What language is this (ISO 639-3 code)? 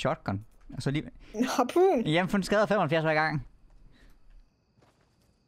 dan